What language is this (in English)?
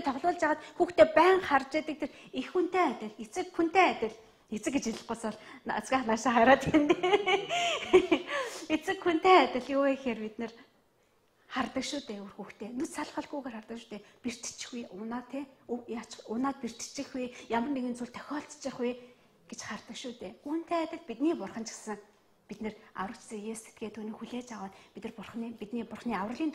Mongolian